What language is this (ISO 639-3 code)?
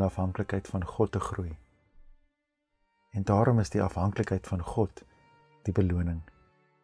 afr